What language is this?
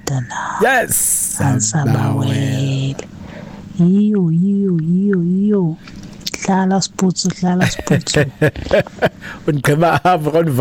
Xhosa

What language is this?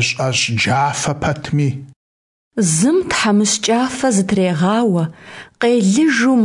Kabardian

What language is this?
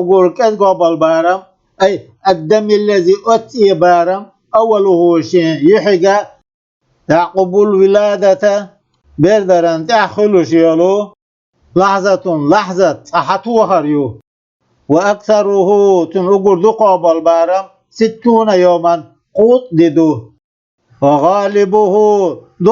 Chechen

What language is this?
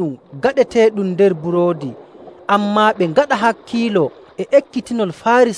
Nigerian Fulfulde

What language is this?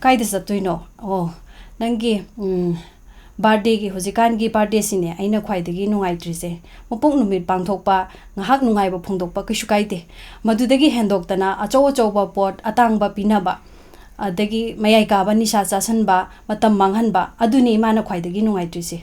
Manipuri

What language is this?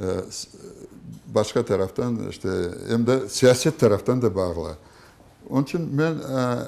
Crimean Tatar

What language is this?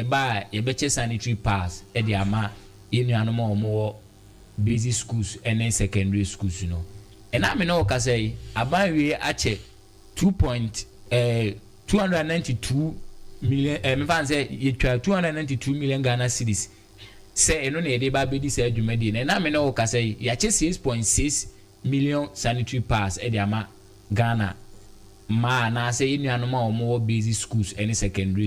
Akan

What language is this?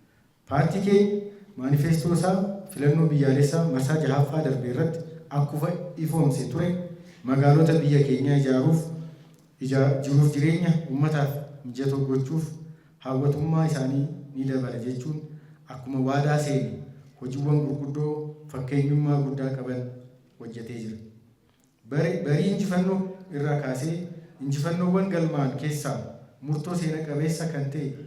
Oromo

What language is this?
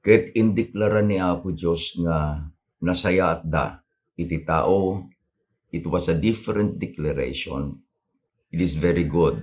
Iloko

